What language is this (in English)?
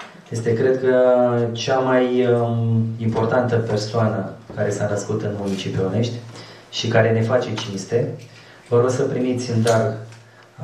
Romanian